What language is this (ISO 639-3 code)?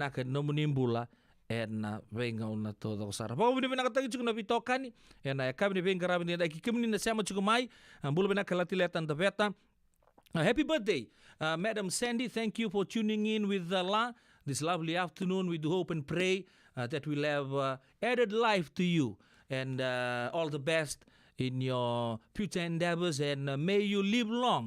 fij